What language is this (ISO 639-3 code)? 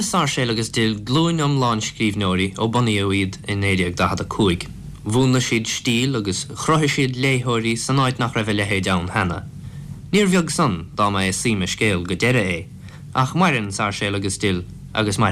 gle